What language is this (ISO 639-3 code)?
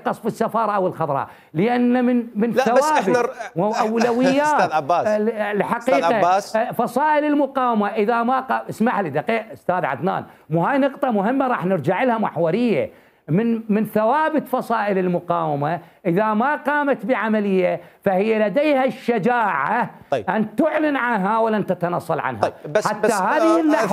acm